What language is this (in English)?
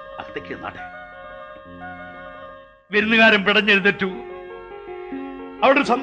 Malayalam